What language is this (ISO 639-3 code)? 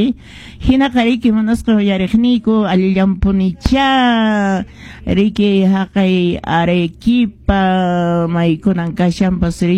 que